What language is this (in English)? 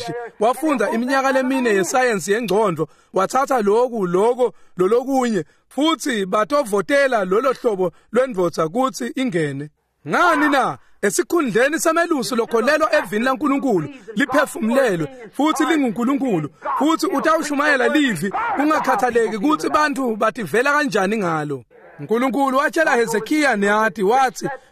Swati